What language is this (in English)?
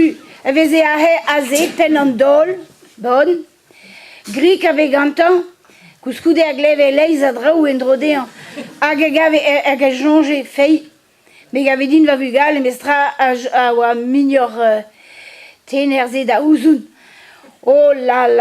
Breton